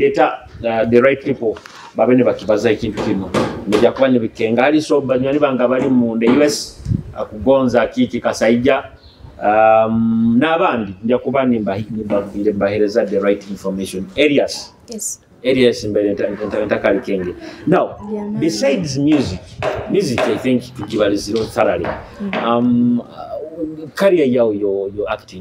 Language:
Nyoro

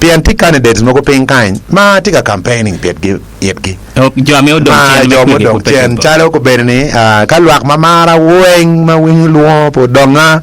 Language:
Acoli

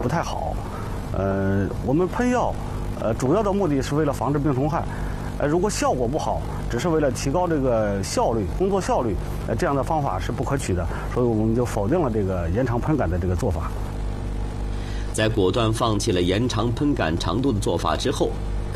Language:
Chinese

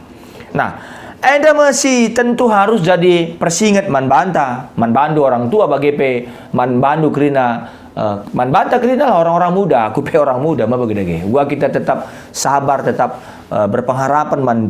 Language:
Batak Karo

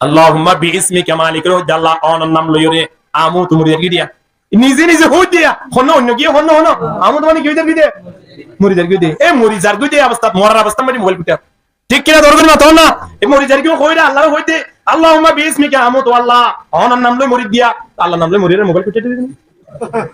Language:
Rohingya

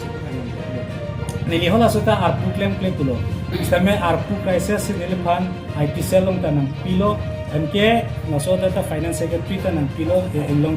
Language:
Karbi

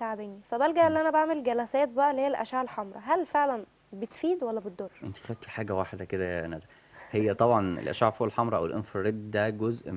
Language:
Egyptian Arabic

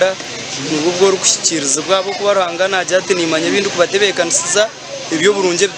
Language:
Nyankole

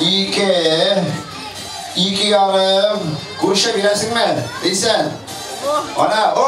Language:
Tatar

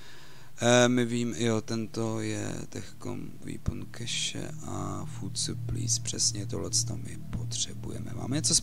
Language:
Czech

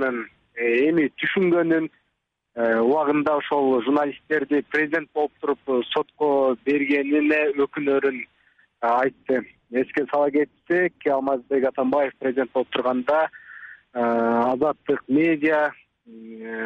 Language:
Kyrgyz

